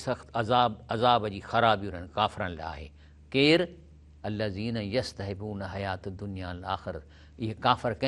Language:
Sindhi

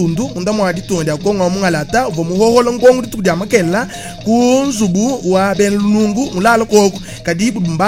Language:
Luba-Lulua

